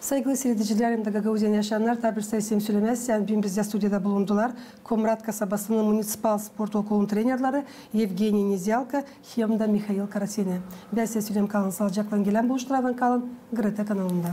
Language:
Gagauz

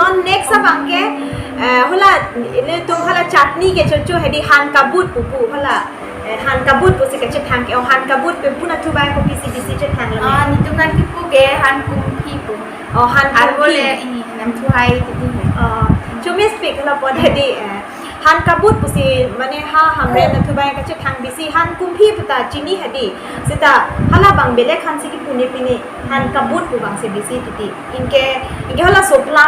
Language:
Karbi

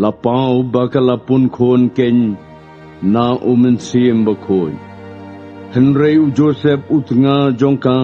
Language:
Khasi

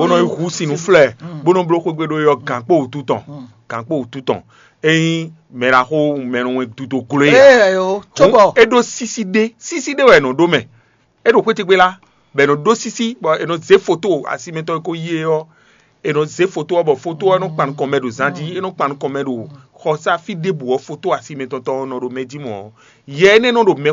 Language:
Fon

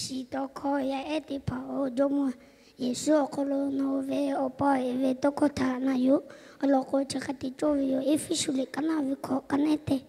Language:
Lahu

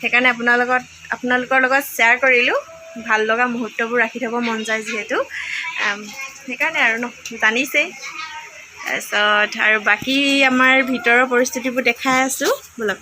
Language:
Assamese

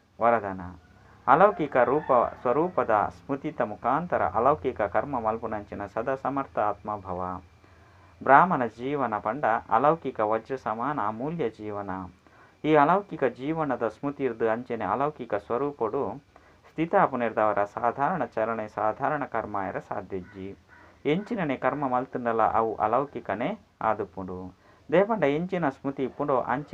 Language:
Tulu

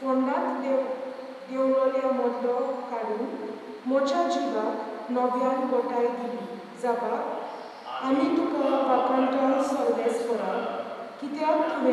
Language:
Konkani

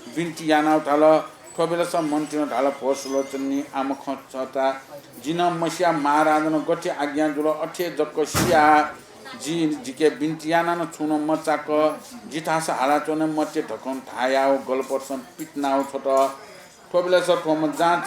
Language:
Newari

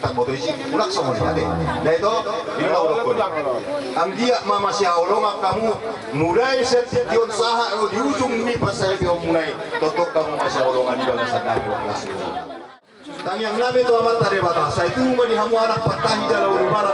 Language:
Batak Toba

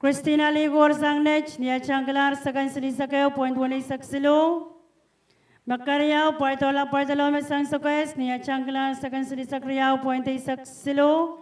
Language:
Pohnpeian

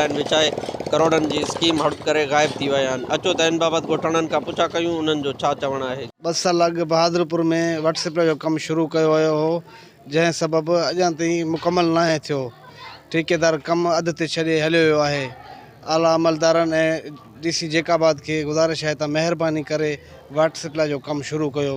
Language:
Sindhi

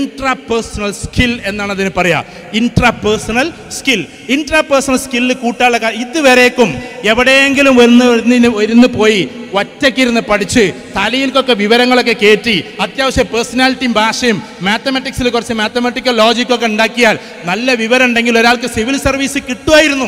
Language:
Malayalam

